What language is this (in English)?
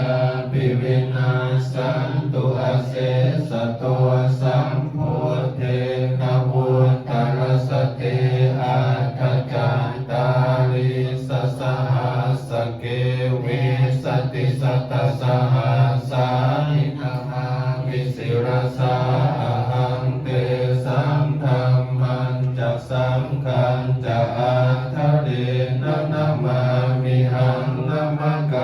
Pali